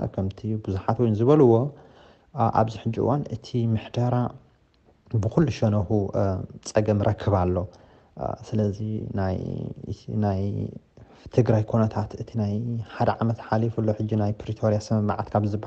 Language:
Tigrinya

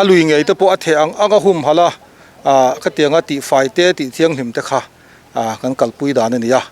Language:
Mizo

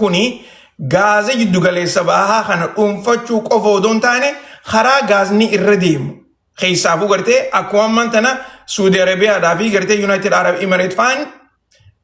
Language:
Oromo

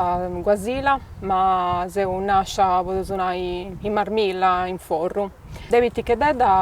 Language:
Sardinian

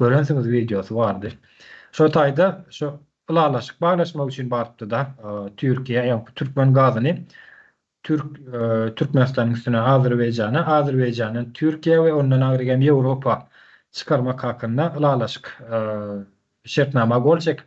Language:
Turkmen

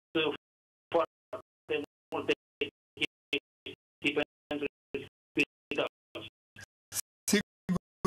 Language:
Romanian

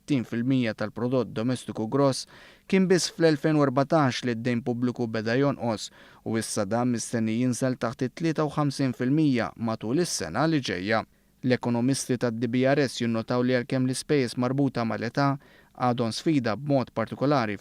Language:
Maltese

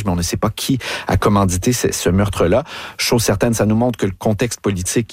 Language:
French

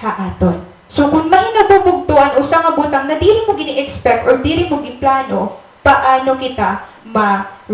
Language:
Waray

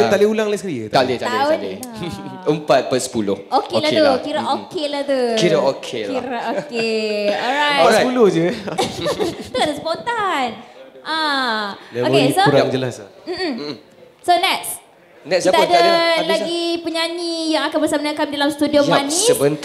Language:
Malay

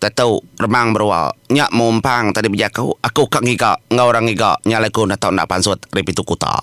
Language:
Iban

